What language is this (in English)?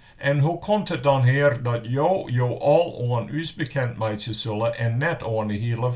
Western Frisian